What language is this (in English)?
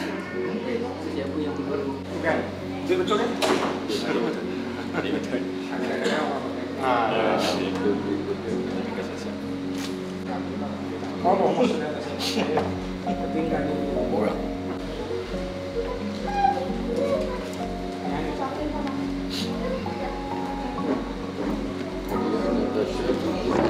Malay